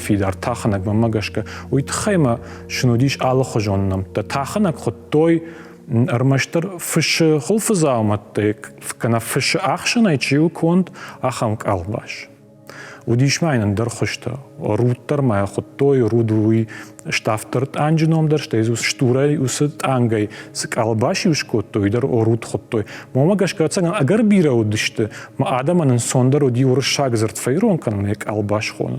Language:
Ossetic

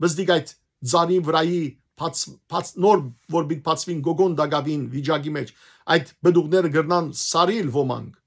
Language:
Western Armenian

